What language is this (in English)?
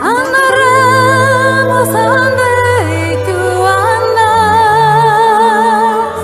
Ladino